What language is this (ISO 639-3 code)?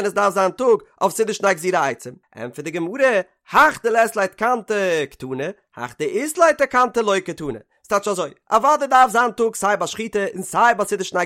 yid